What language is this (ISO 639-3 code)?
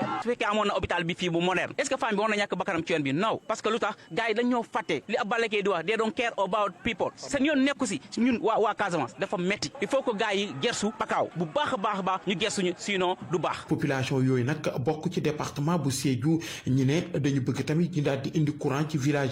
wol